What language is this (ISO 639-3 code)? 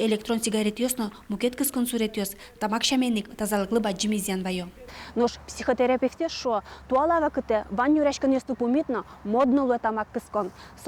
udm